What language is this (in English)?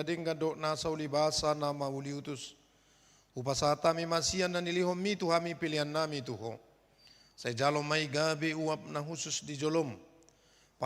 Batak Toba